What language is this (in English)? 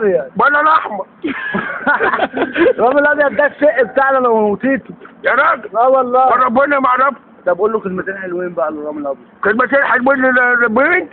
Egyptian Arabic